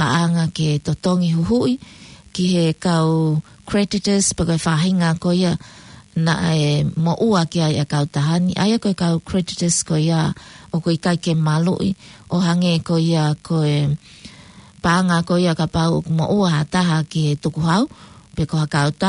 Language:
Tongan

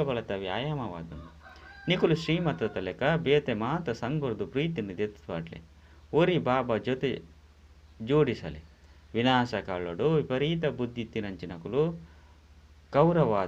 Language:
Tulu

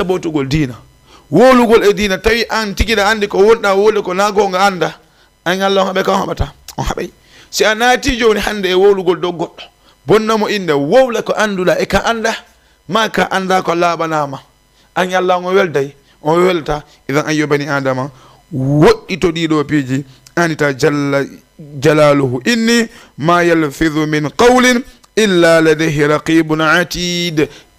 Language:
Fula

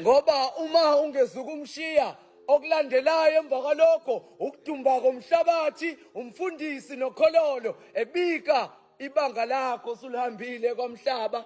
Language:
Zulu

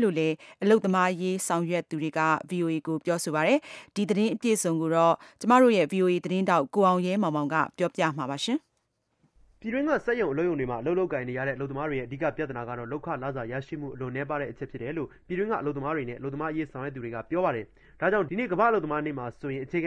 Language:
Burmese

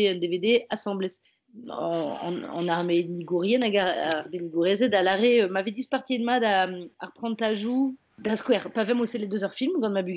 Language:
Breton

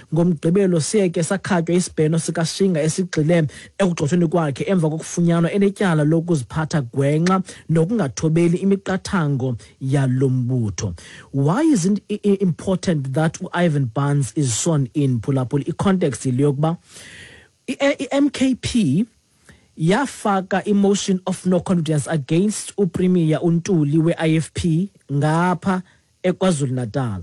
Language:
Xhosa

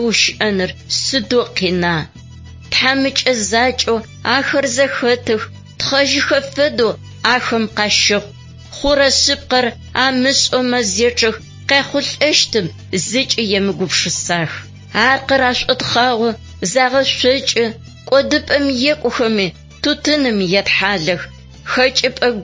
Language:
Adyghe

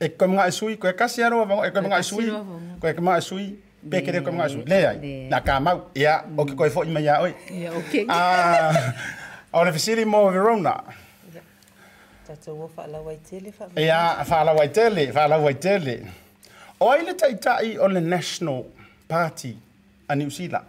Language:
Samoan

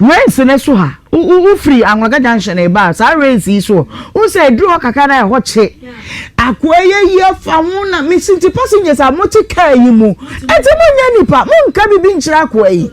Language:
Akan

